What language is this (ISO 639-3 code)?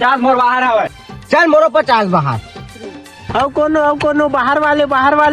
hne